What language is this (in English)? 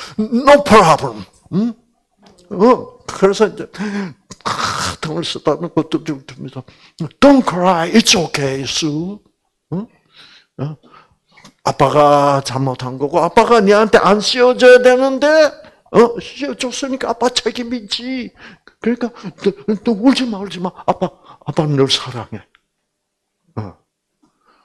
Korean